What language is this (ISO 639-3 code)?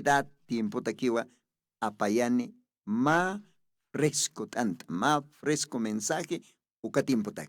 aym